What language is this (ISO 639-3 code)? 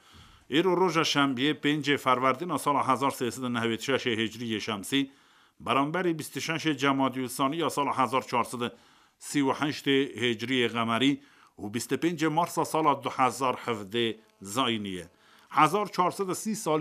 kur